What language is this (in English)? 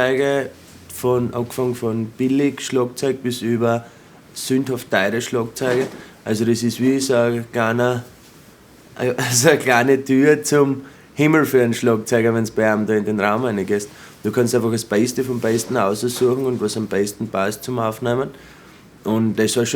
Bavarian